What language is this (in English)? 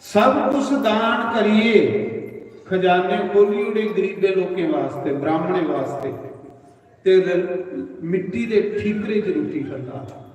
Dogri